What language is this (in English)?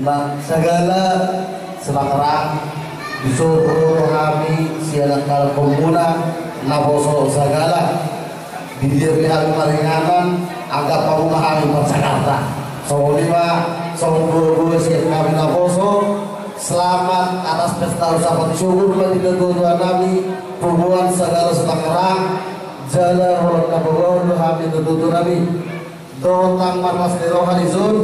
Batak Toba